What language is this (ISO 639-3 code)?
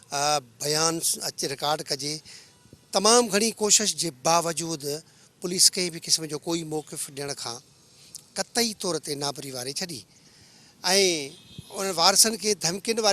snd